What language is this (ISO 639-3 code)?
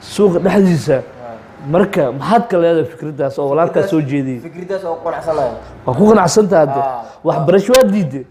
som